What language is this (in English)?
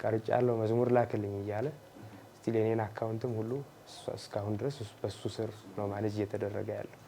Amharic